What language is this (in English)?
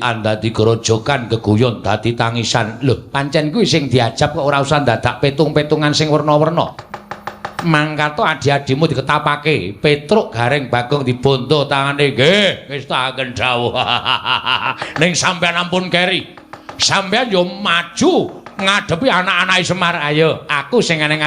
Javanese